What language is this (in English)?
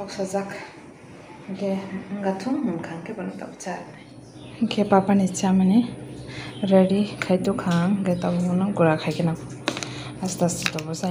Kok Borok